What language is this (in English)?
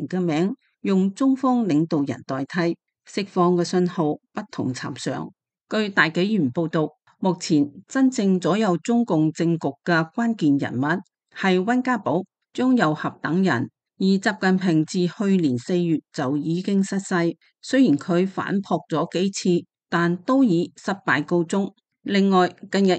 Cantonese